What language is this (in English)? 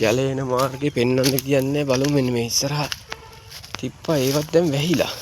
Sinhala